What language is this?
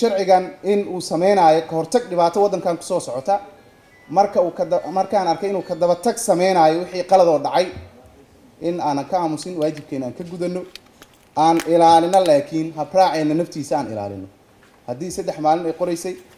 Somali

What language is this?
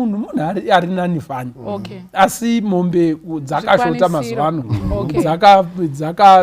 Shona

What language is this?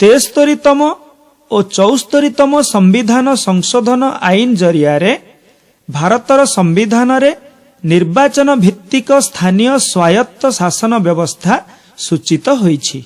Odia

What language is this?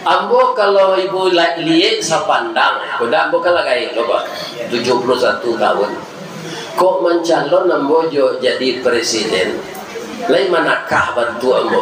Minangkabau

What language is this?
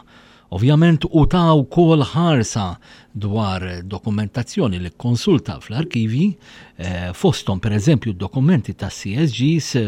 Maltese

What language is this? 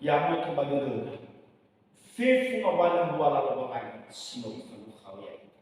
Nias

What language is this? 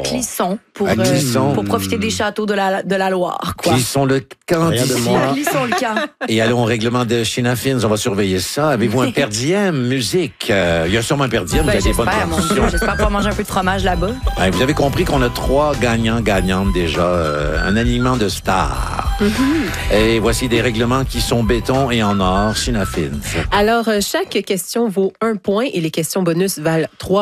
French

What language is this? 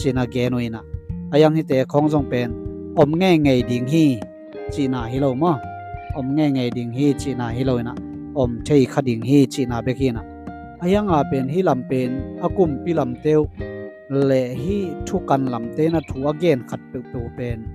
Tedim Chin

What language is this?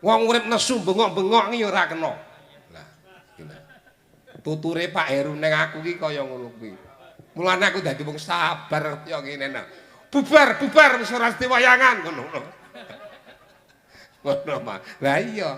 Javanese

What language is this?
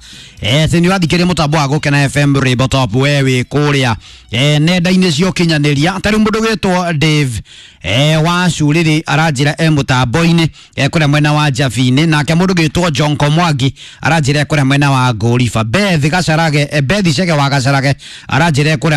Kikuyu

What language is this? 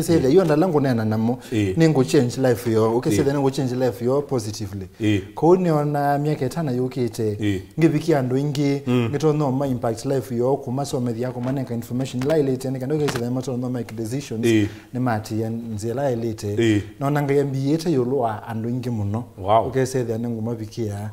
Kamba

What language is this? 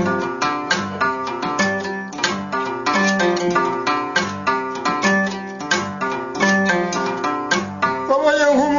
Kinyarwanda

